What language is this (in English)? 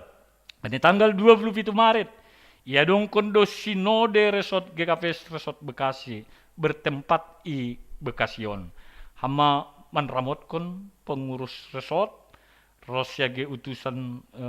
Batak Simalungun